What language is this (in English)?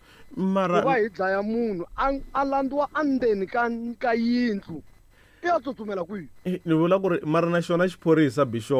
Tsonga